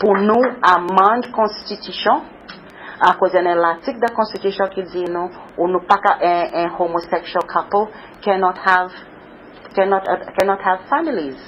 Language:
Seselwa Creole French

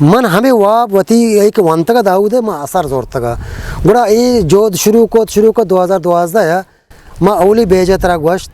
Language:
Eastern Balochi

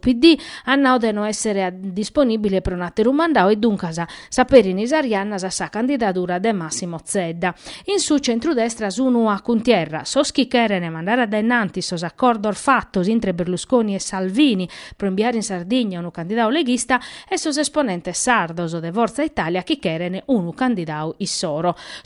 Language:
Sardinian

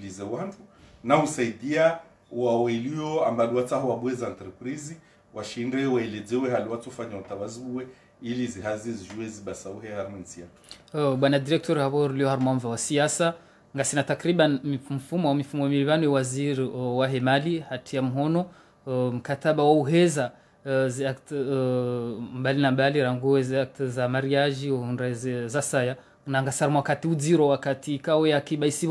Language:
Swahili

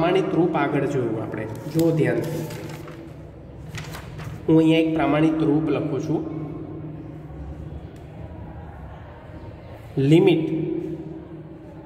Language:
Gujarati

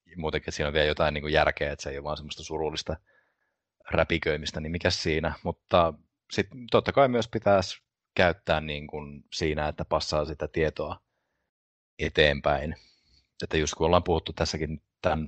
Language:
Finnish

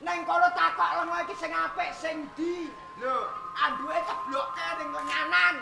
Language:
Javanese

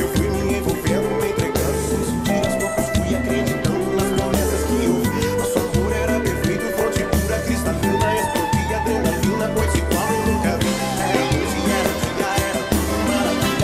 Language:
Portuguese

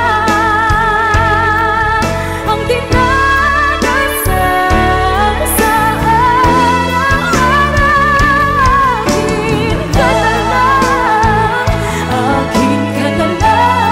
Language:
Filipino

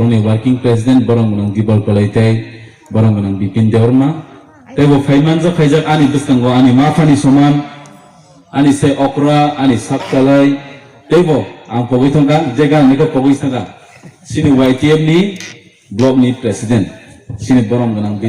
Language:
Kok Borok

